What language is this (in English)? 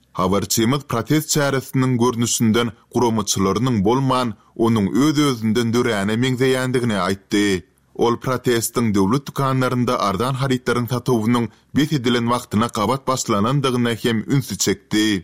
Turkmen